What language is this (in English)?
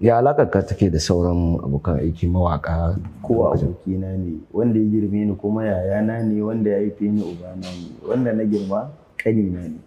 Hausa